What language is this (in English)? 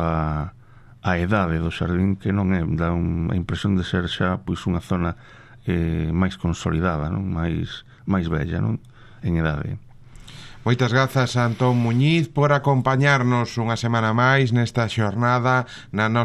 Galician